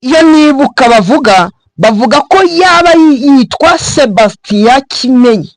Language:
Kinyarwanda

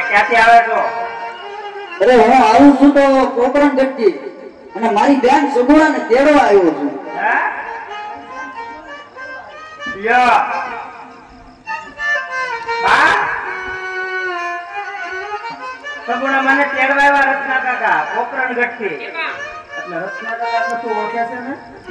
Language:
Gujarati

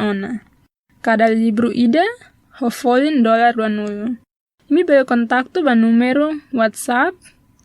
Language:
Tetum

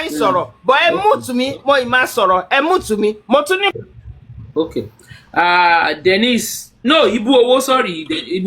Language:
Yoruba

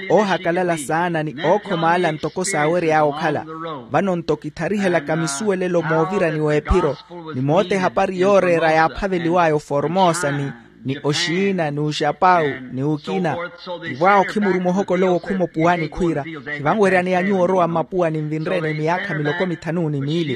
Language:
Makhuwa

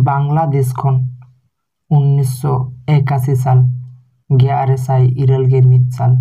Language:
Santali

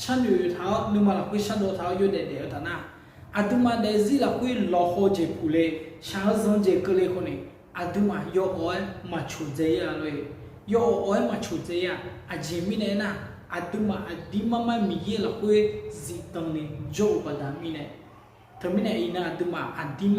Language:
Akha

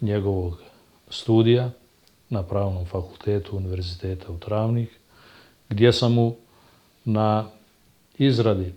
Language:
Bosnian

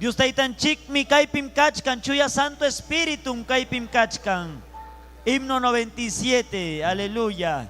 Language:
Ayacucho Quechua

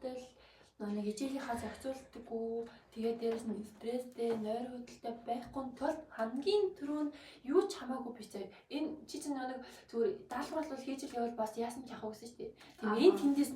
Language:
Mongolian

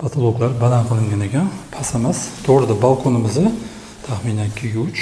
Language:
Uzbek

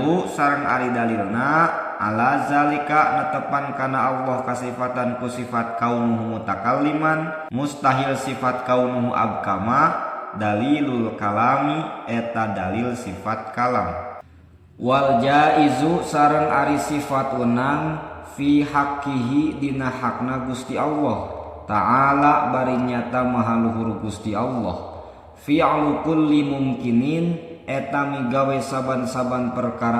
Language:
Sundanese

